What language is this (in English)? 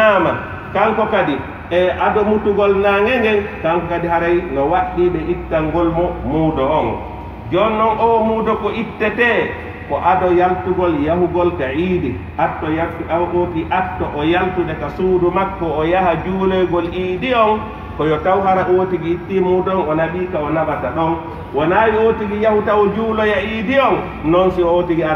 Pular